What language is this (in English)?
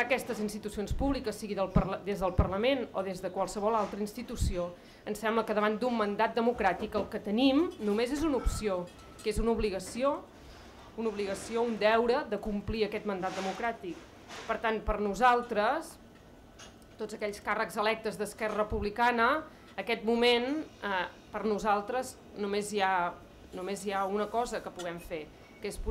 Catalan